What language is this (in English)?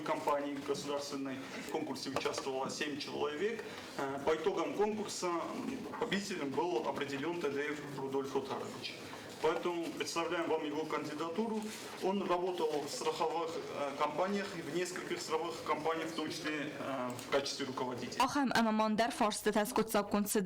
Ossetic